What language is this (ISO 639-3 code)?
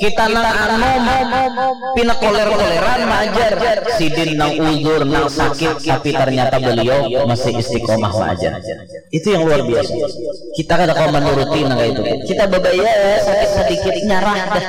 bjn